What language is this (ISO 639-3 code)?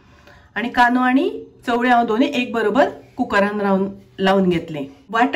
kok